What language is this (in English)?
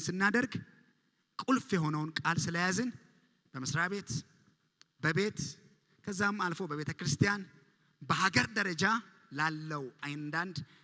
Amharic